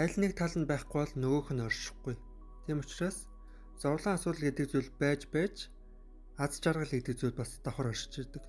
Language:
Mongolian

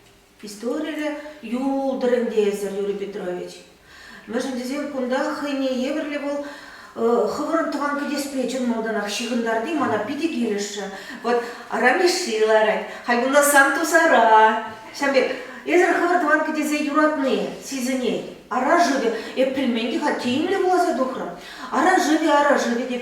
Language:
Chuvash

